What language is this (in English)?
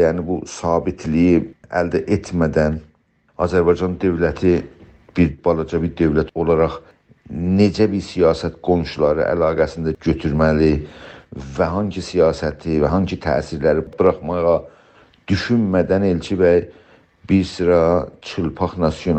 South Azerbaijani